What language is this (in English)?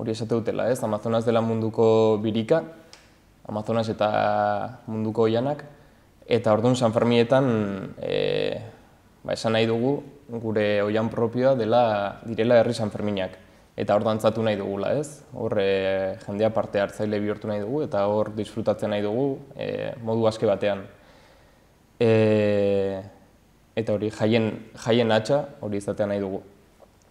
Basque